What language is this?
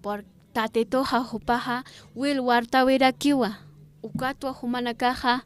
Aymara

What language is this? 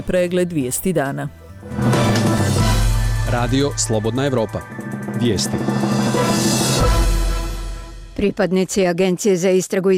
Bosnian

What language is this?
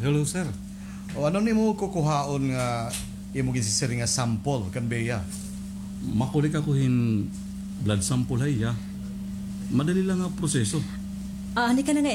Waray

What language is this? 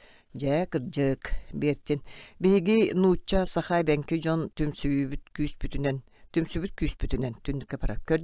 Yakut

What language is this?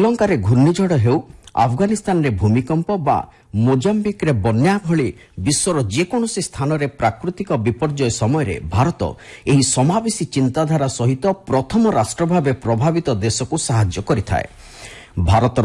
Odia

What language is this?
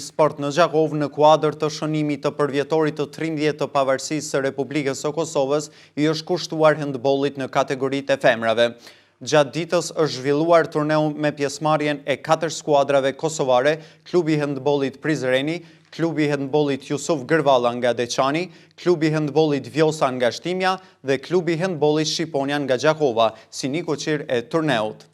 Albanian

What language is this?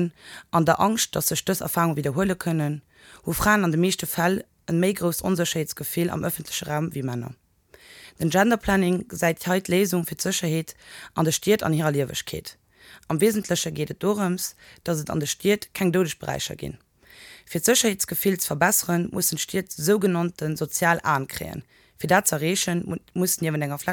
Luxembourgish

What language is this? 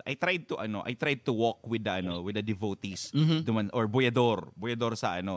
Bikol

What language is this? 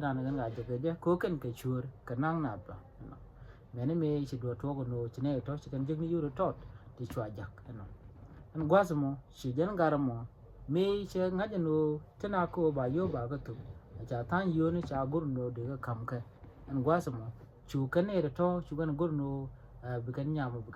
Nuer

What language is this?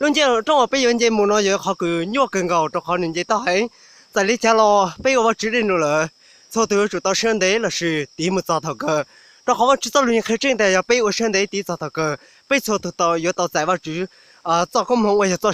Hmong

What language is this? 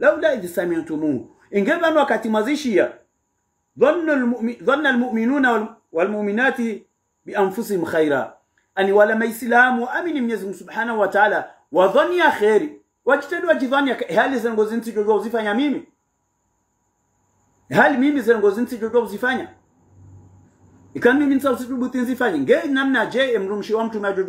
Swahili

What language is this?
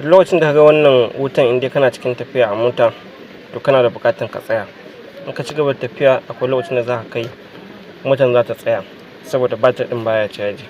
Hausa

